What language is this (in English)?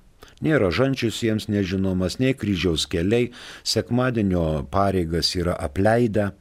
Lithuanian